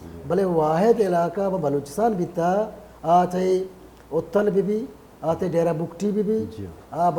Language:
Baluchi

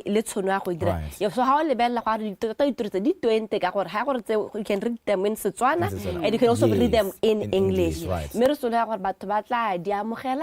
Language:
Tswana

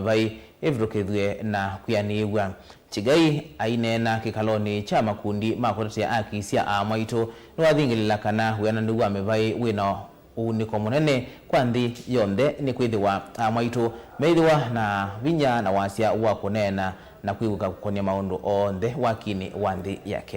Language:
Kamba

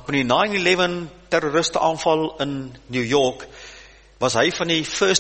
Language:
Afrikaans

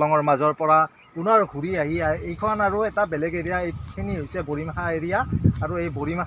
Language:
Assamese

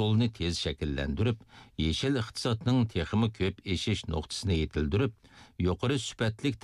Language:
Uyghur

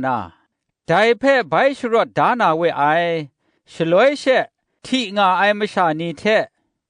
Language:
Kachin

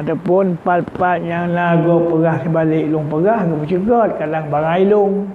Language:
Achinese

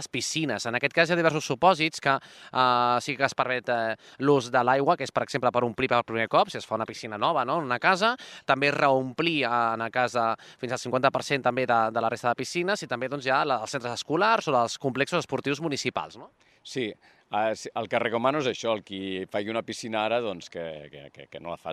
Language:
Catalan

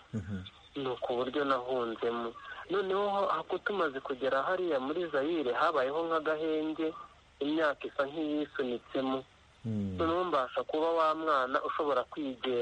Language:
Kinyarwanda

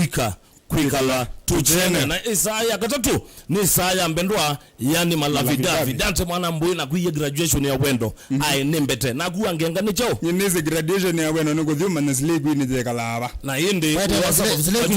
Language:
Kamba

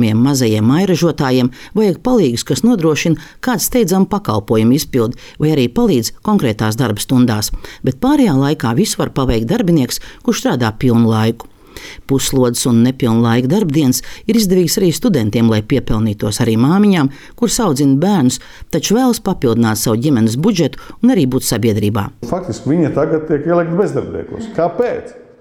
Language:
Latvian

